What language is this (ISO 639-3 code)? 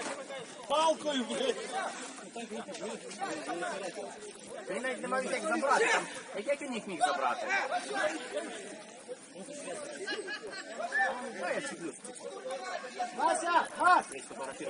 ukr